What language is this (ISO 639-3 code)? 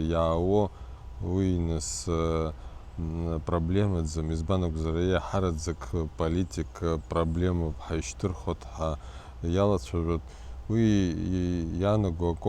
abk